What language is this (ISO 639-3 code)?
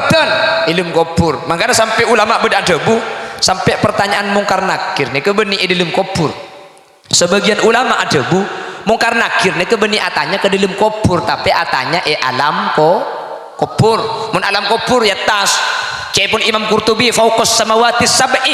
mad